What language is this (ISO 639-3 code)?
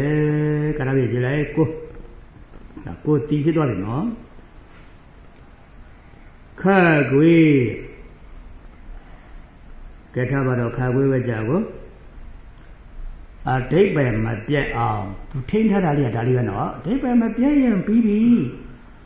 mya